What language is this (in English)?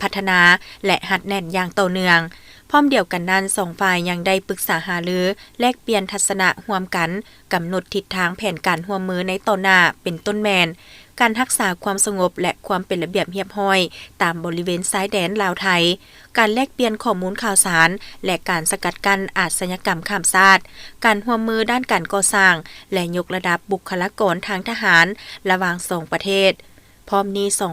Lao